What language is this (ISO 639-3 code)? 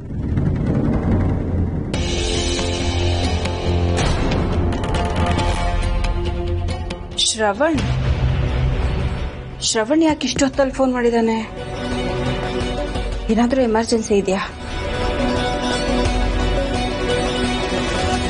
kan